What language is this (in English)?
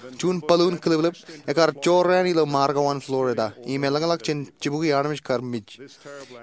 Marshallese